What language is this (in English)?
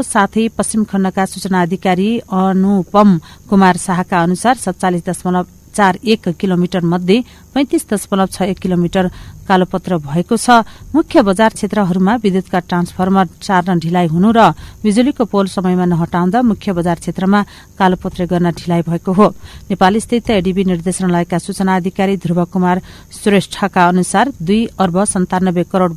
Nepali